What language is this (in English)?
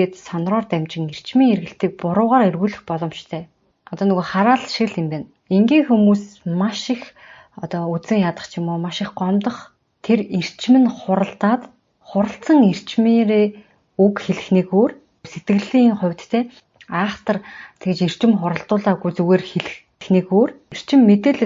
Mongolian